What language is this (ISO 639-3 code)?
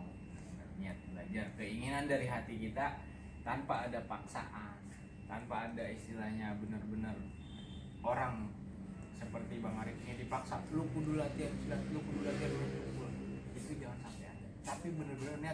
bew